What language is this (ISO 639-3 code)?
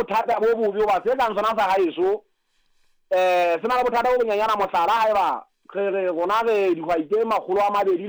sot